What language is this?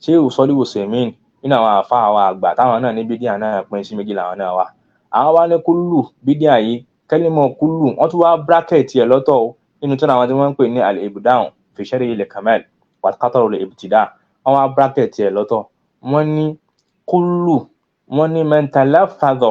Yoruba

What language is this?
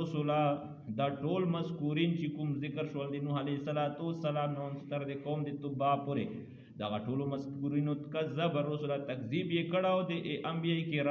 Pashto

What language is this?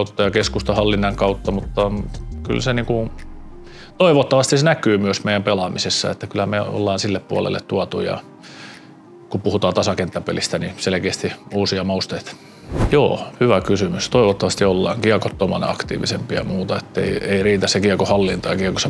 Finnish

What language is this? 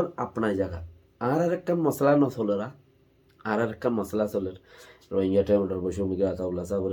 Rohingya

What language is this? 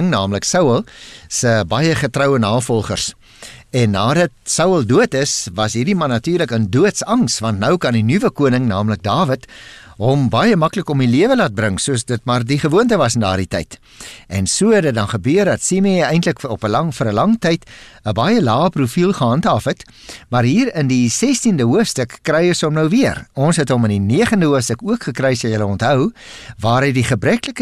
Afrikaans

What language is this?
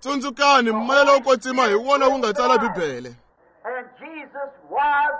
Tsonga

